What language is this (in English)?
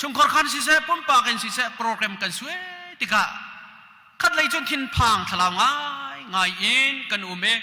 Hakha Chin